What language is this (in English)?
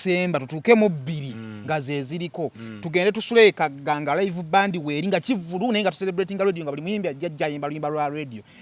Ganda